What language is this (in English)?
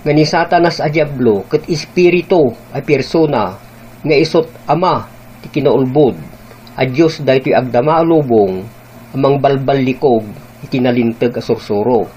Iloko